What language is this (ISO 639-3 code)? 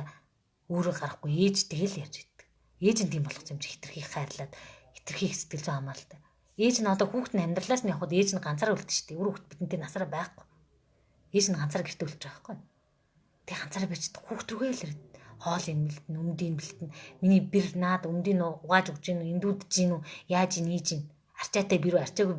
mon